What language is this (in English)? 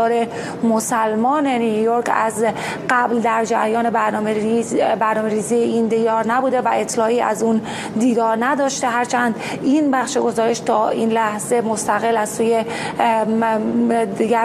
Persian